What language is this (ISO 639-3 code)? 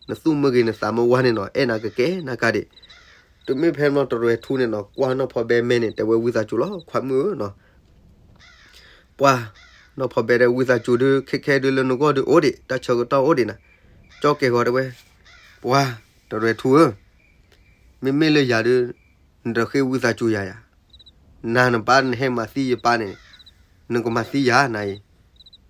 ksw